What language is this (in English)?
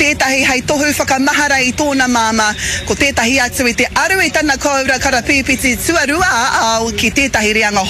Māori